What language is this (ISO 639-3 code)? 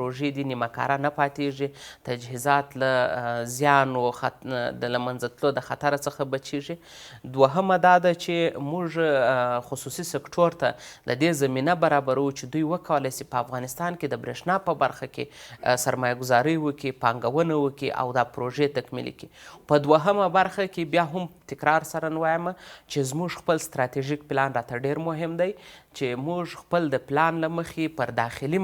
pus